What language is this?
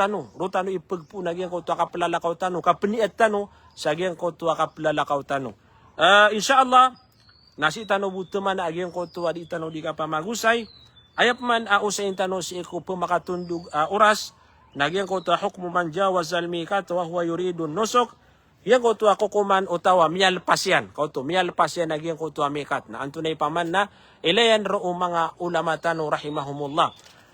Maranao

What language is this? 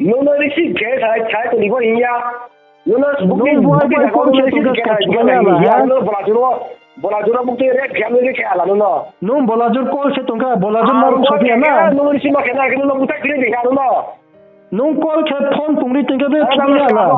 Riang (India)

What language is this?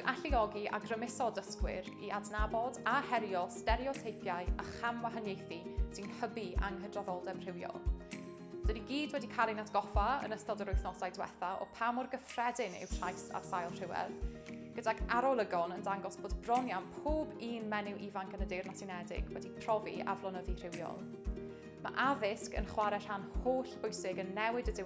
Welsh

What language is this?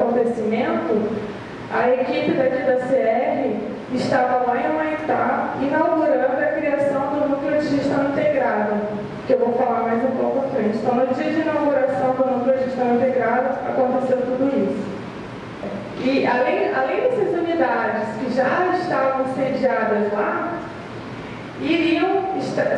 Portuguese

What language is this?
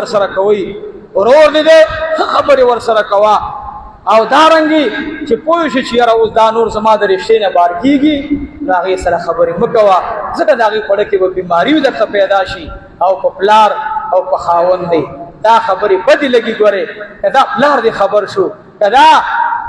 Pashto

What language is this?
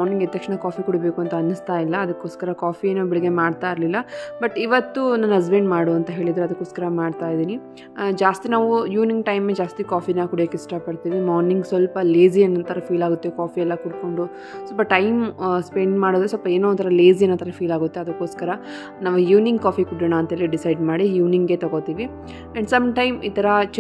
Kannada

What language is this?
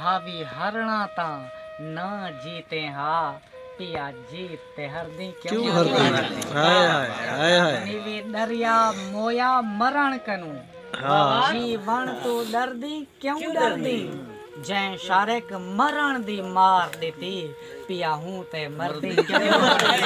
Saraiki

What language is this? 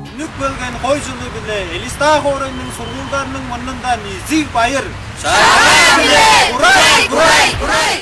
Tuvinian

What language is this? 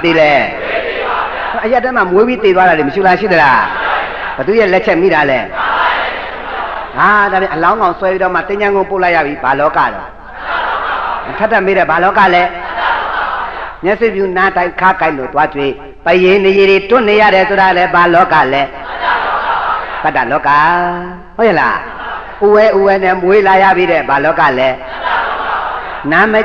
Burmese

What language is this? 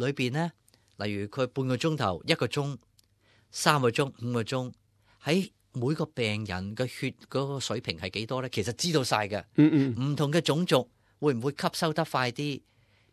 Cantonese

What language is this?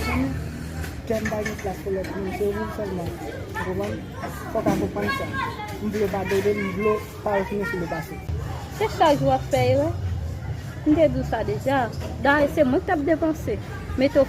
Haitian Creole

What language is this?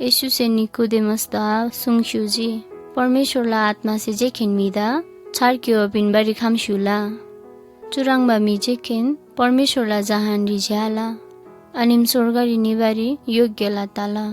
Eastern Tamang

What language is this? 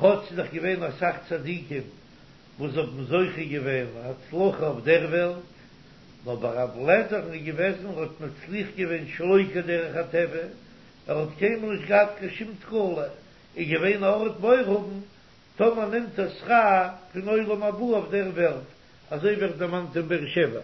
Yiddish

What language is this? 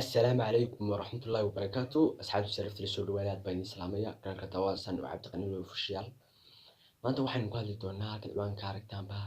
Somali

